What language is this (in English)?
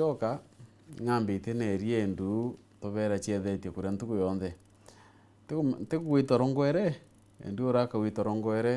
Meru